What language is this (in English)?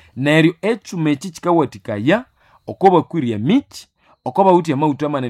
Nande